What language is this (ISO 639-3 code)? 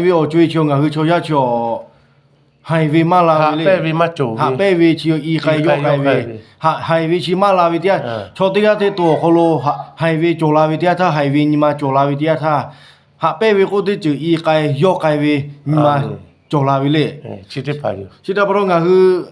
lhu